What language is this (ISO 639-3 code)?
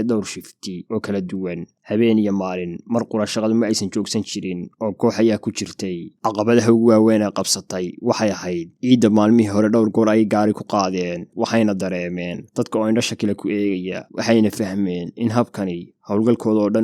som